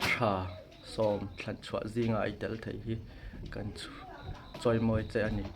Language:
Hmar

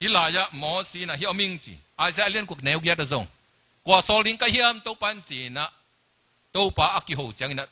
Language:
Tedim Chin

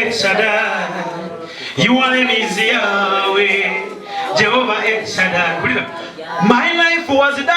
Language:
Nyankole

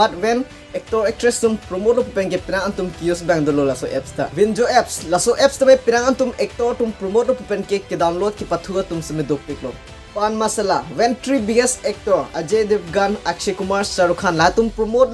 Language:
Karbi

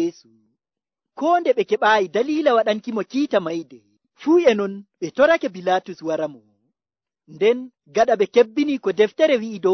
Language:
Nigerian Fulfulde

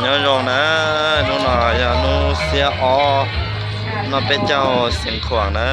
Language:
Hmong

